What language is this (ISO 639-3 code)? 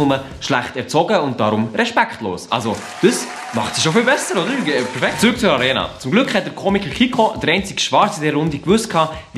gsw